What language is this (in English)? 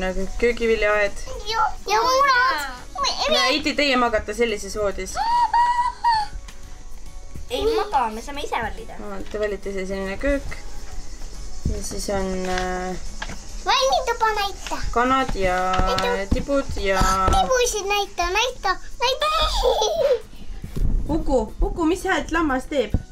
Estonian